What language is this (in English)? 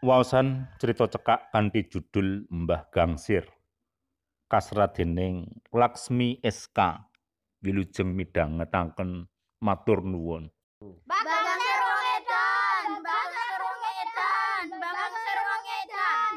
Javanese